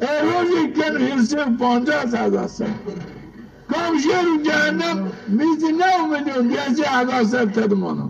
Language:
Zaza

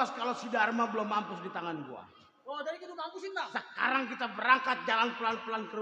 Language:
Betawi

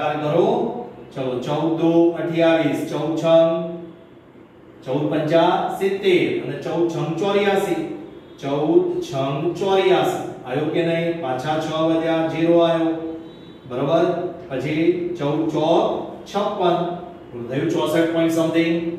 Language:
Gujarati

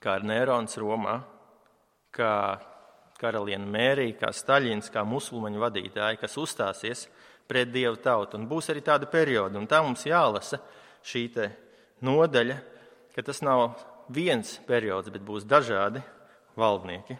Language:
Latvian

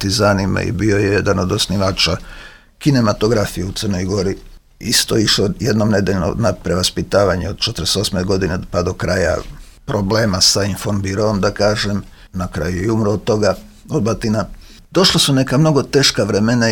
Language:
Serbian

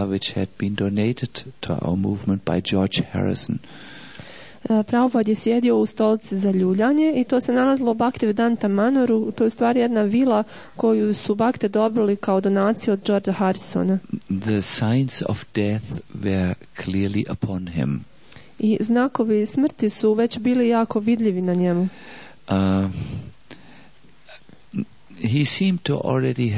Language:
Croatian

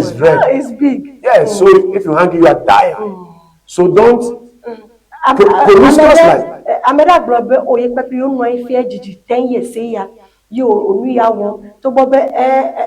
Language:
Ewe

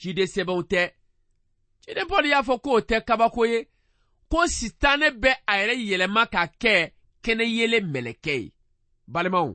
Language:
Bambara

